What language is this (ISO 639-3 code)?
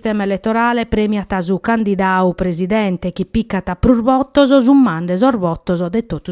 srd